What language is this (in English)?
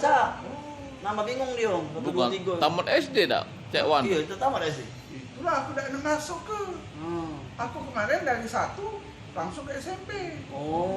Musi